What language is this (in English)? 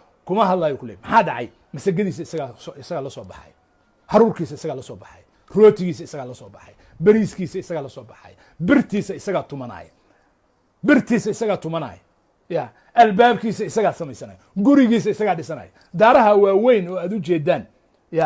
Somali